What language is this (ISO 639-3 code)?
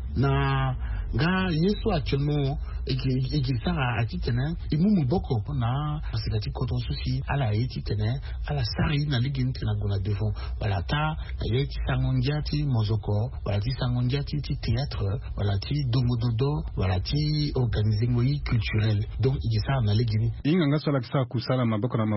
sag